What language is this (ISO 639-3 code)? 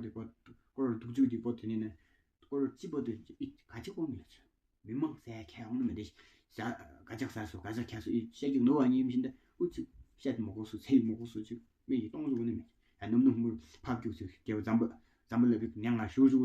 twm